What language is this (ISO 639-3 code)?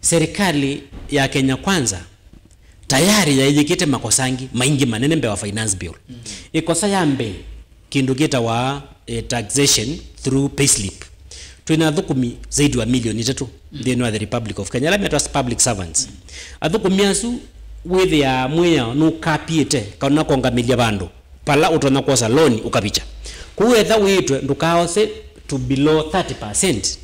kam